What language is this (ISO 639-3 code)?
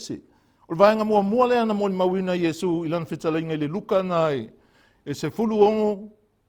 smo